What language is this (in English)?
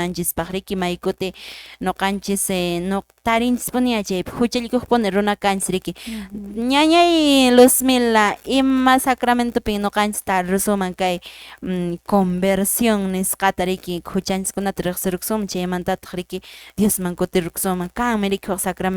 Quechua